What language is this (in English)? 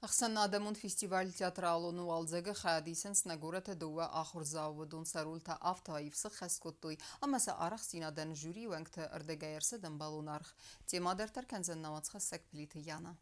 Ossetic